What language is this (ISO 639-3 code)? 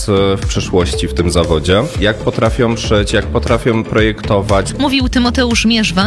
pol